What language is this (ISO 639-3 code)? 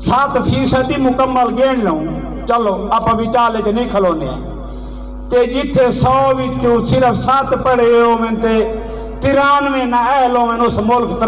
skr